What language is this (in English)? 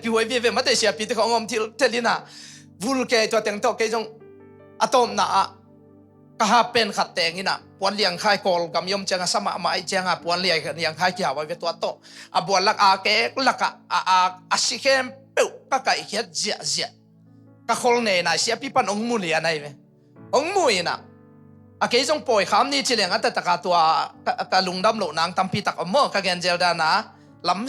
Tedim Chin